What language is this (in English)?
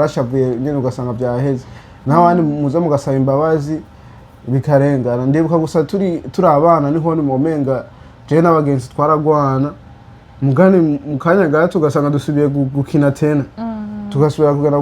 Rundi